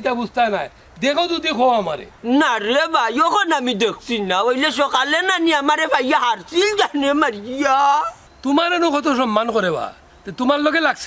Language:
Sylheti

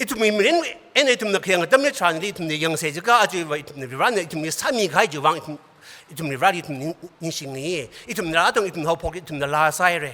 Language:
Tangkhul Naga (India)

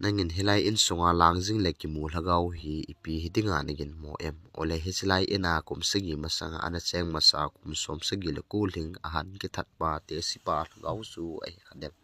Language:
Thado Chin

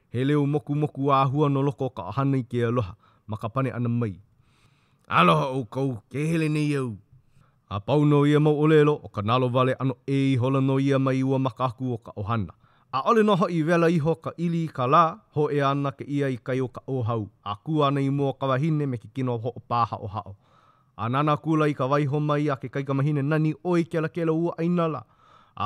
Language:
Hawaiian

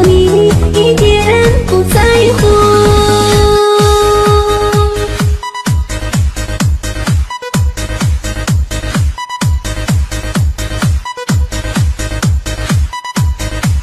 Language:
Chinese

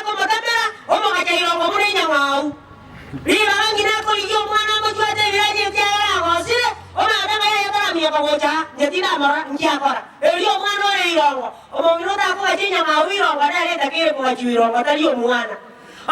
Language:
Gusii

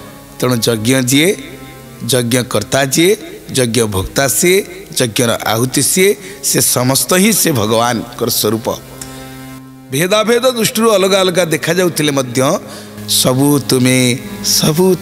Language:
Odia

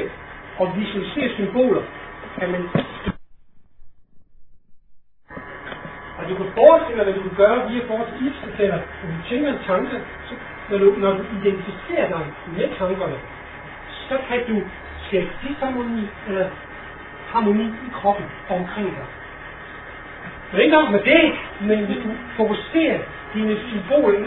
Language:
Danish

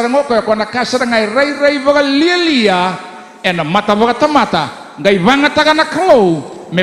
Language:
Fijian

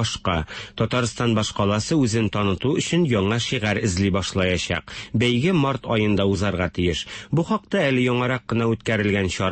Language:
Tatar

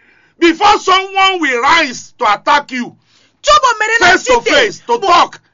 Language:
Fon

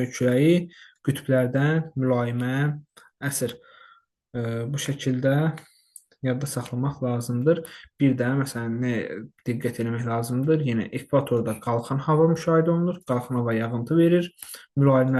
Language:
Azerbaijani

